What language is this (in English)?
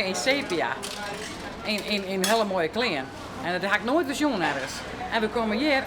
Western Frisian